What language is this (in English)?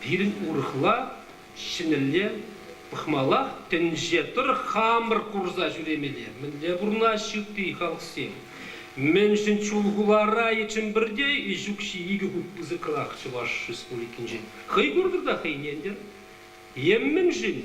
Chuvash